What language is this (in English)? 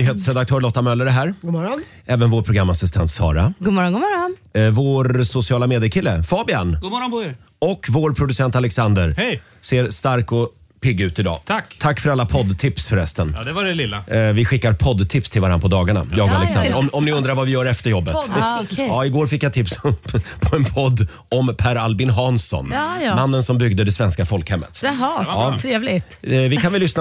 Swedish